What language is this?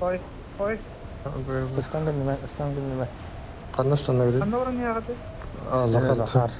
Yakut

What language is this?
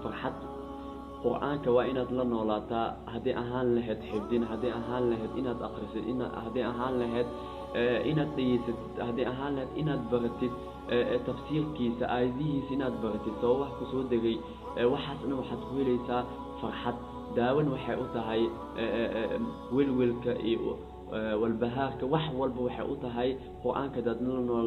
Somali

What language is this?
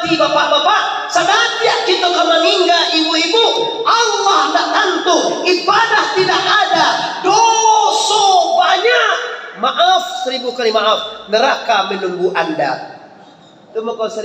Minangkabau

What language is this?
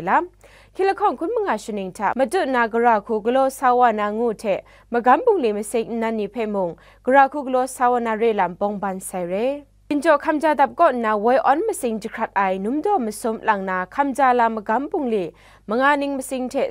Kachin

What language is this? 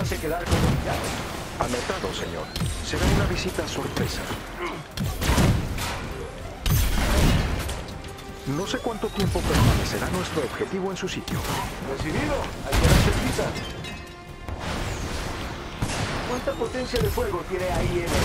Spanish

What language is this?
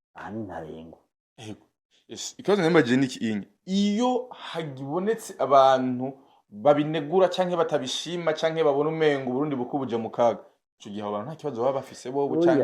Rundi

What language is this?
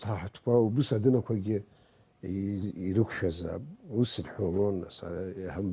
Abkhazian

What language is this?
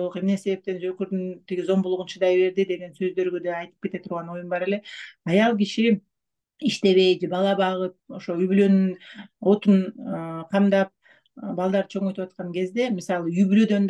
Kyrgyz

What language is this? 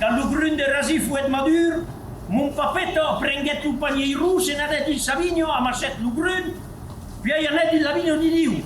Occitan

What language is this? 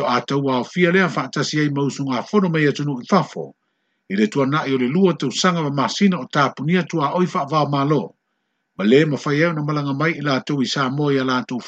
Samoan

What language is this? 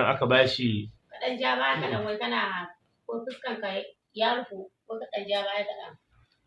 Hausa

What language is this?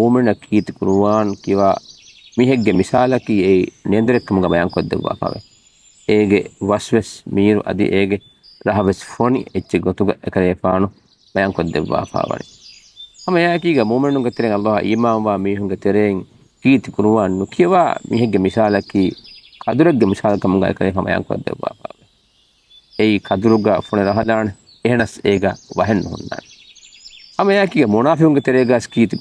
Divehi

